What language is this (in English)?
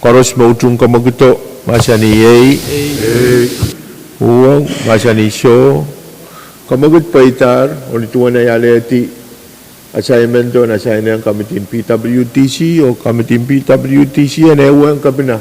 Pohnpeian